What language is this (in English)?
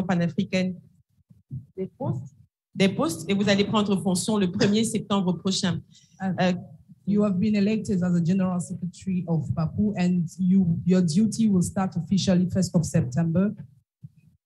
French